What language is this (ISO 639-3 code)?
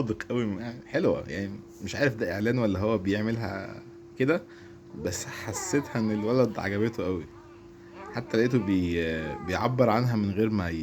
arz